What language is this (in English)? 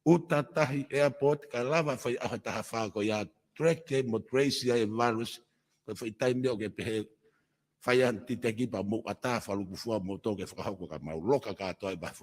Tongan